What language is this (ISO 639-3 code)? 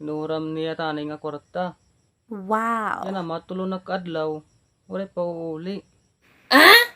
war